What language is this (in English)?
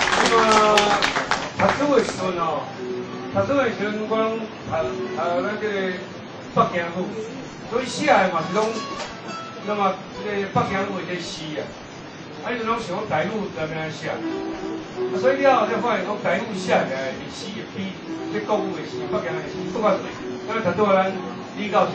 Min Nan Chinese